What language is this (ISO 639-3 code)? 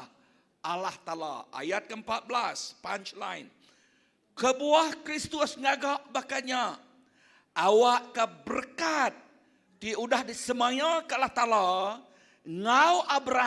iba